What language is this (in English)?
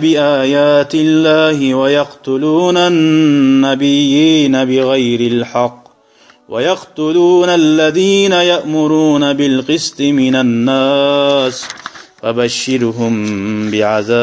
Kumyk